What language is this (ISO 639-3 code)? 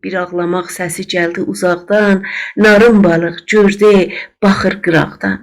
azb